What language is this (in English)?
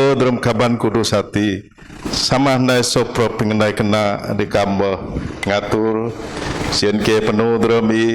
Biatah Bidayuh